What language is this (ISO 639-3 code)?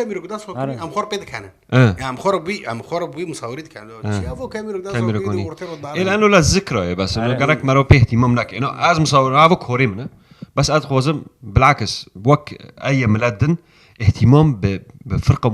kur